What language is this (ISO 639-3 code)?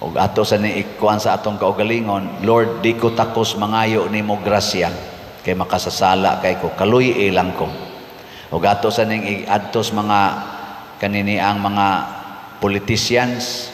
ceb